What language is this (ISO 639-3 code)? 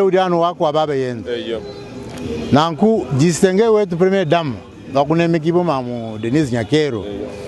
lua